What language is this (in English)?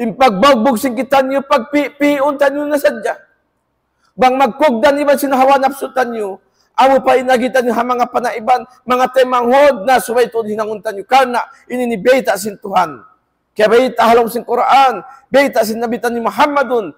Tausug